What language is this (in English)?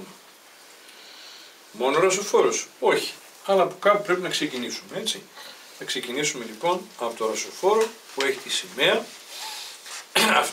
Greek